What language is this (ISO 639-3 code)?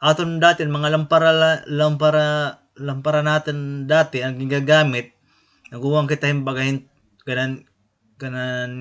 war